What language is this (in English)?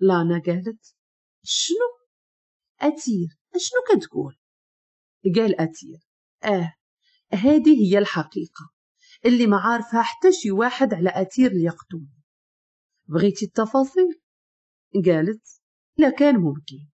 Moroccan Arabic